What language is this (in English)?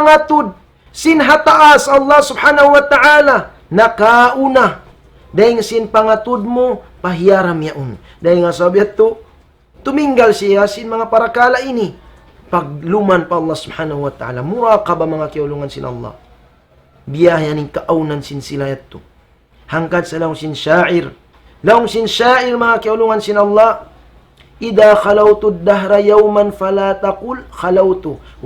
Tausug